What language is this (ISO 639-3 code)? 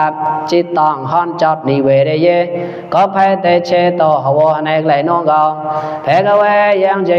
mnw